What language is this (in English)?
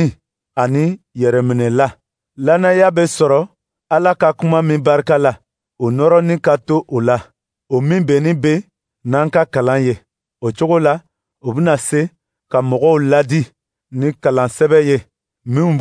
Dyula